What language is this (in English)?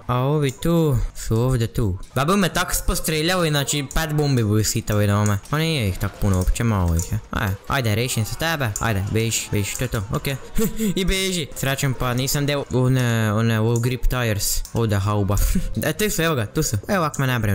Croatian